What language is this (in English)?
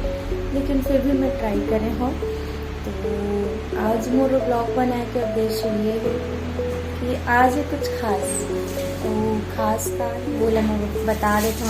Chhattisgarhi